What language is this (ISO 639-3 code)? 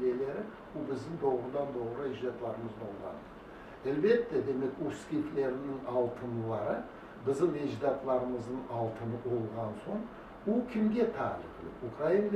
crh